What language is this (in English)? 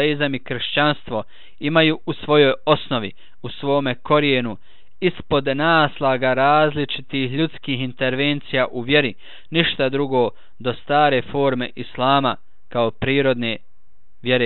Bosnian